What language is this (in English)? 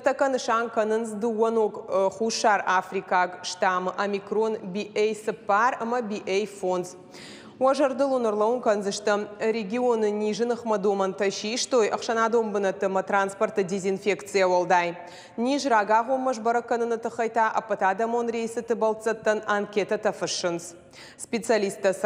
Ossetic